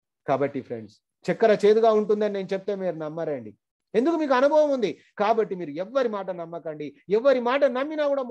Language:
Telugu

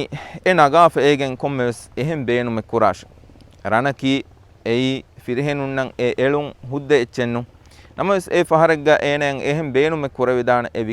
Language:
Divehi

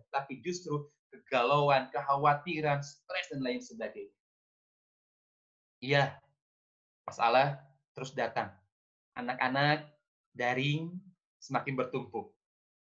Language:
Indonesian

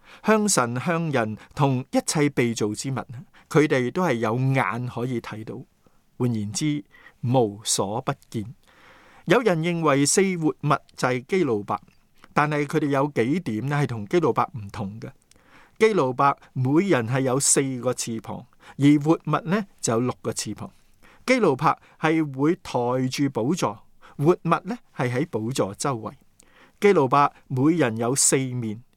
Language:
Cantonese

